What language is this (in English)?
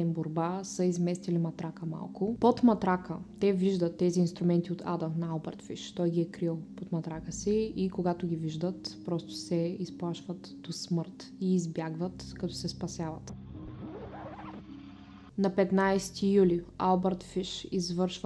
Bulgarian